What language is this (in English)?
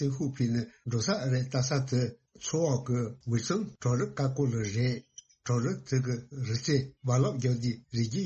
Tibetan